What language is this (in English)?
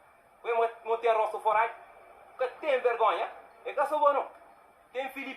Kabuverdianu